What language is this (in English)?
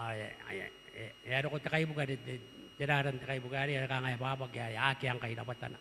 Gilbertese